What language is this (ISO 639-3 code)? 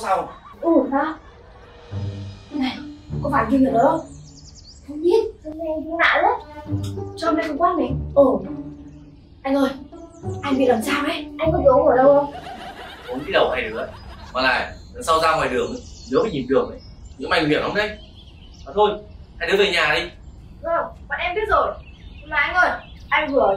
vie